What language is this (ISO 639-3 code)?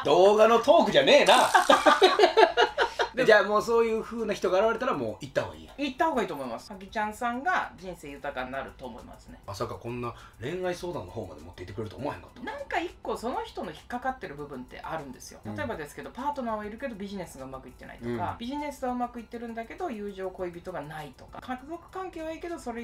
jpn